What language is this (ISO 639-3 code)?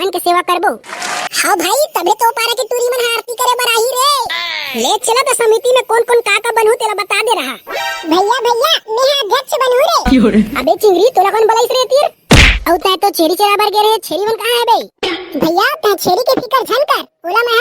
hne